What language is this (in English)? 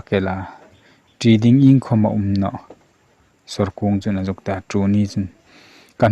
Hmar